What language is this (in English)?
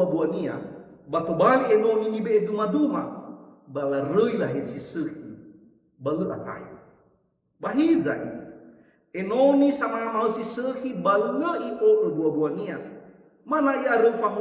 Nias